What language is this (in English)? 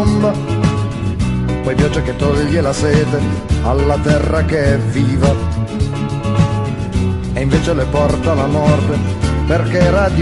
Italian